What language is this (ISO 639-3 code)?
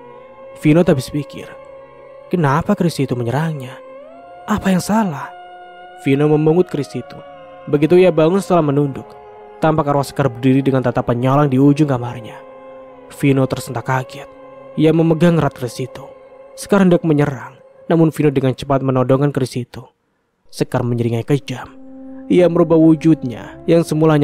ind